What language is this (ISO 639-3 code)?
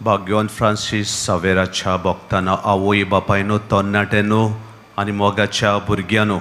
kok